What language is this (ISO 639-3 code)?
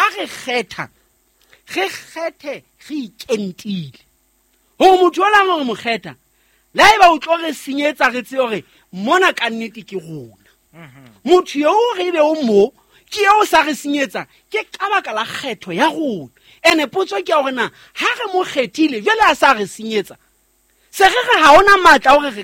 sot